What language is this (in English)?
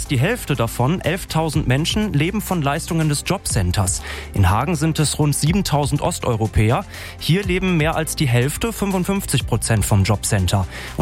German